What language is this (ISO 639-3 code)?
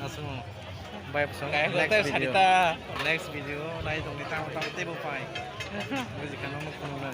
trp